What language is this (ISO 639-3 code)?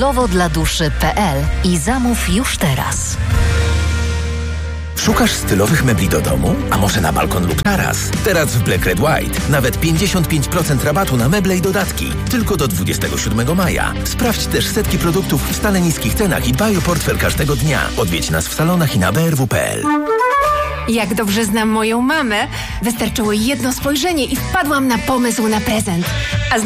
pol